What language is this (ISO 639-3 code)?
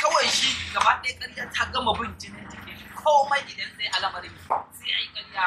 hau